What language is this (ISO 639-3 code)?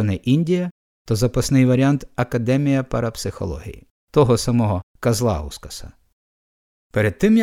ukr